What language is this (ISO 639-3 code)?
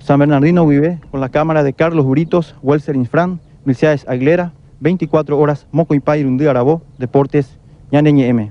grn